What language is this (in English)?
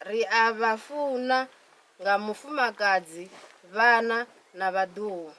Venda